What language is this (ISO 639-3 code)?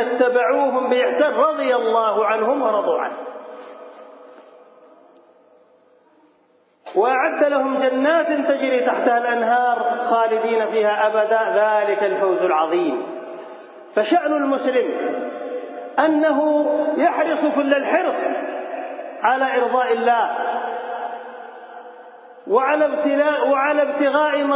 ara